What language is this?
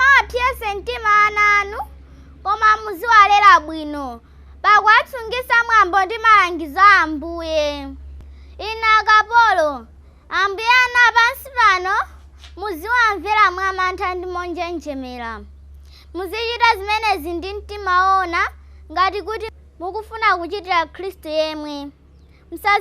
Nyanja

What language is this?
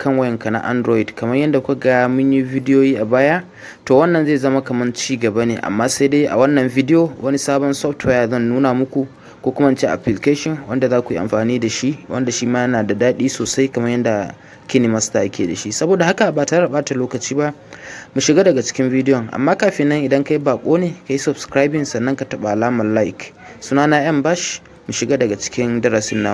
Hausa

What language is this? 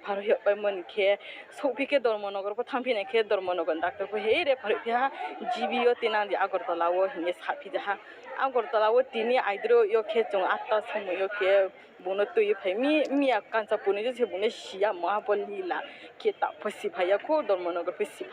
Kok Borok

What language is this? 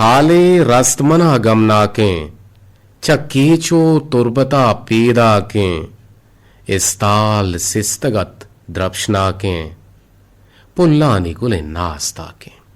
Eastern Balochi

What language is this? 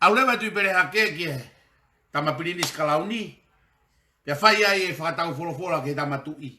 Tongan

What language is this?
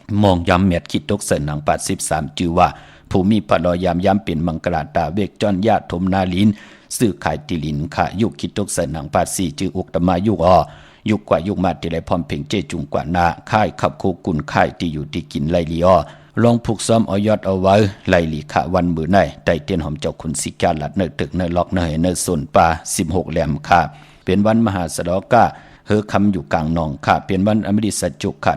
Shan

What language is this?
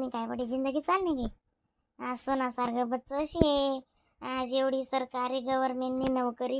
Khandesi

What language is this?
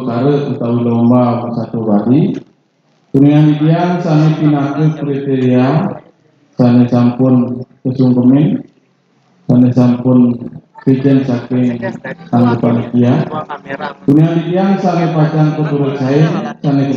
Balinese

